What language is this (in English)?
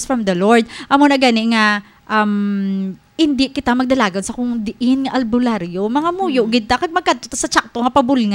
Hiligaynon